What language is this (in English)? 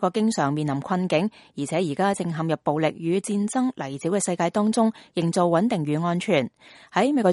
Cantonese